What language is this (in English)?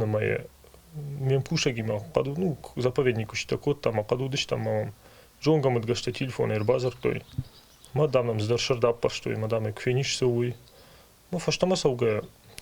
Ossetic